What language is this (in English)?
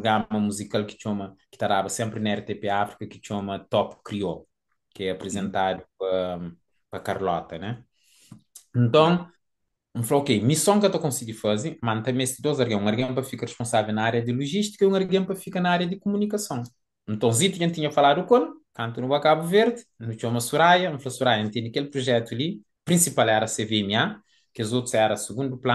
Kabuverdianu